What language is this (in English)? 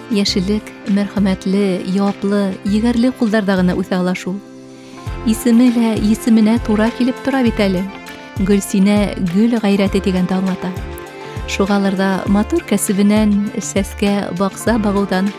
Bashkir